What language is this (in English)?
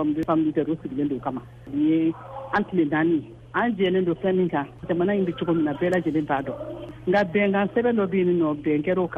Bambara